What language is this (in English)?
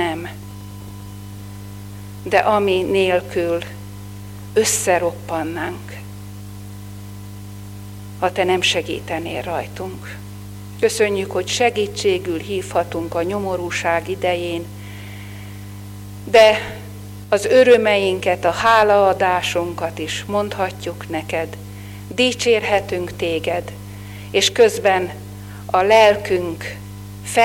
Hungarian